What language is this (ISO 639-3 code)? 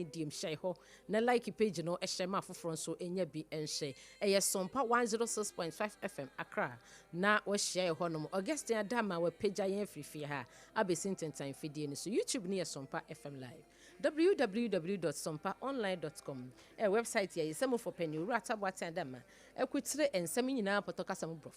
aka